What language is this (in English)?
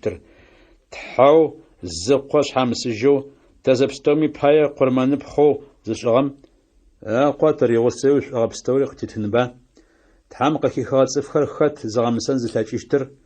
Adyghe